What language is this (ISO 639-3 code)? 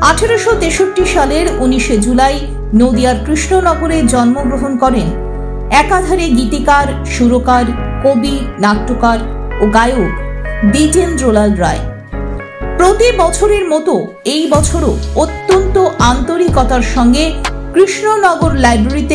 ben